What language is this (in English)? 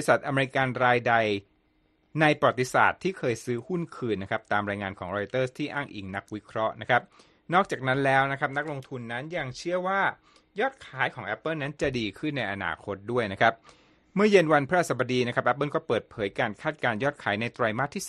Thai